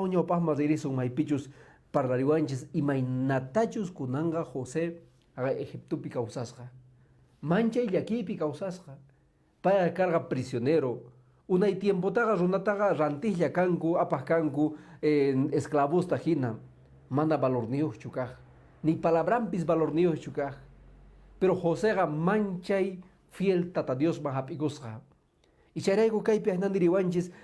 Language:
Quechua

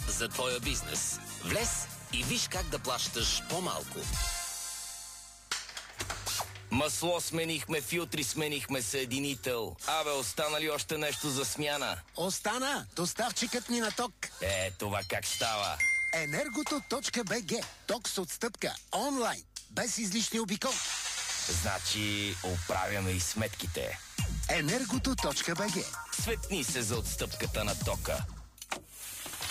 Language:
Bulgarian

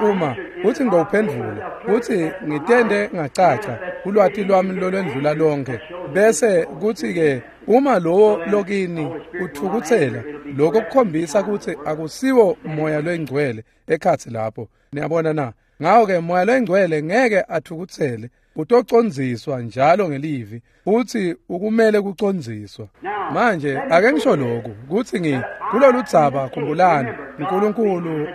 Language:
Swati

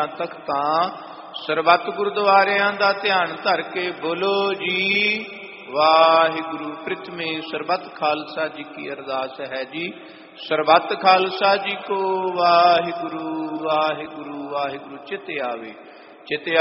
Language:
Punjabi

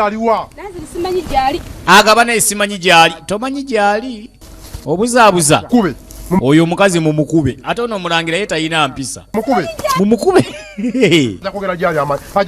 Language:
Ganda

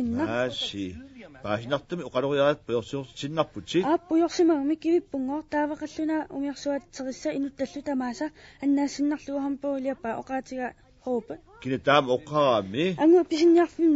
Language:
Kalaallisut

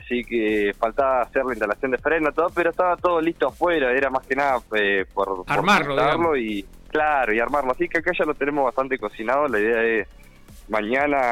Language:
Spanish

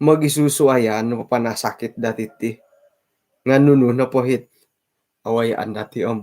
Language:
Central Dusun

